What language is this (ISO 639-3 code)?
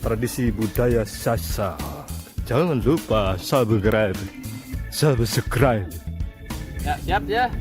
sas